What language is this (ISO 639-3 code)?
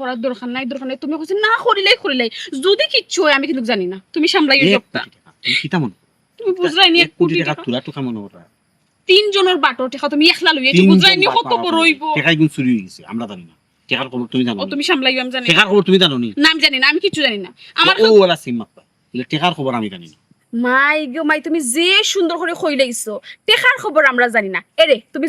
syl